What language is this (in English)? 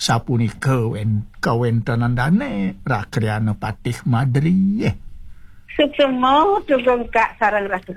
Balinese